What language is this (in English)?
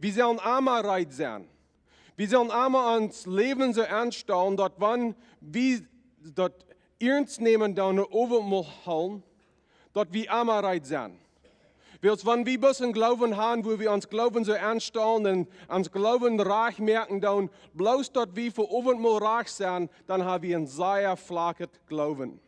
Plautdietsch